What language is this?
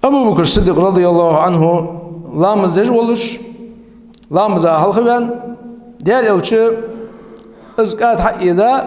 Ingush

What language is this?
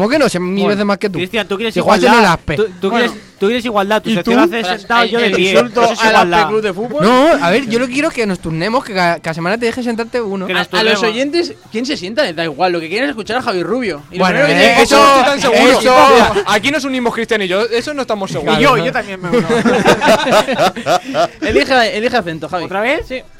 Spanish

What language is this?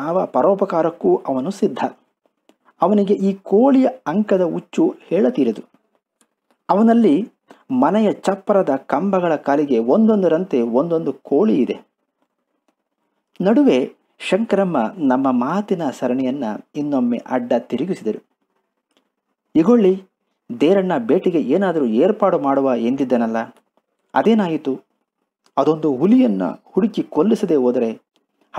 Kannada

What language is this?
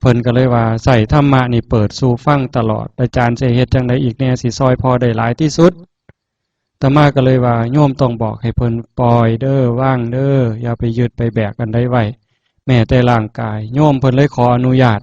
Northeastern Thai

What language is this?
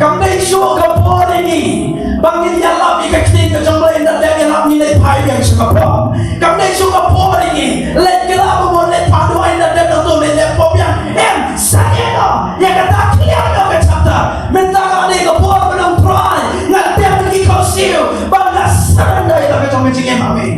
Khasi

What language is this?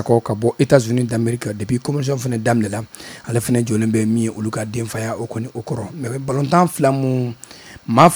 Bambara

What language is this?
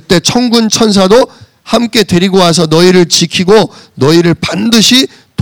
Korean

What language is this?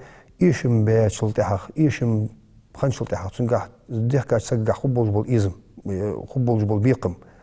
Ingush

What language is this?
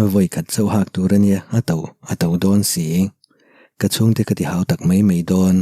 Mizo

